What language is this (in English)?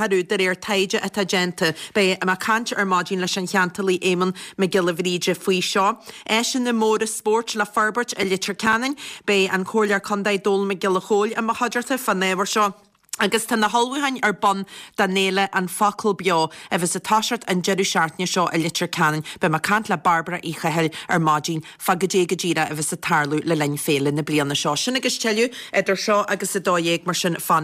Irish